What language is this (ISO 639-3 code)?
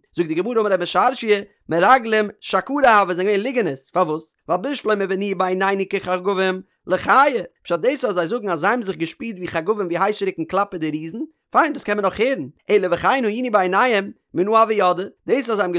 yid